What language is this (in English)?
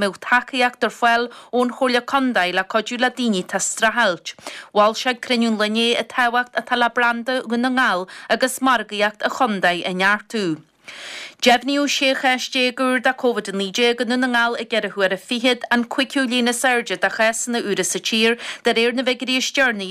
Irish